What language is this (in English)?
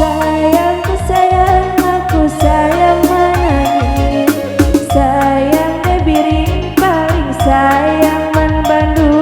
Batak Karo